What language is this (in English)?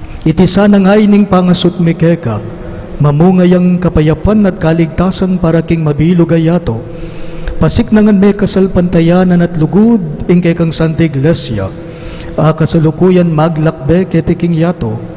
Pampanga